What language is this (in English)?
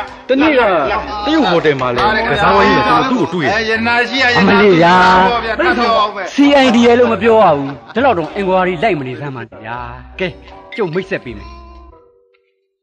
Burmese